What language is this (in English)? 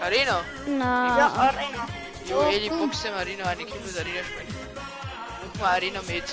Bavarian